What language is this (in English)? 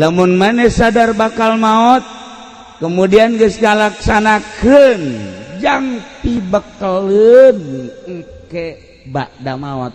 Sundanese